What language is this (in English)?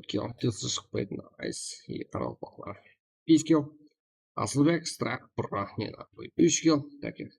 Kara-Kalpak